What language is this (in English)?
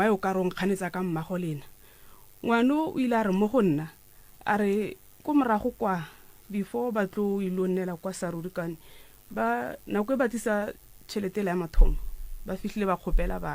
Northern Sotho